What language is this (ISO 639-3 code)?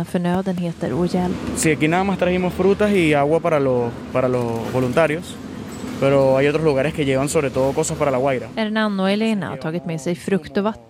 swe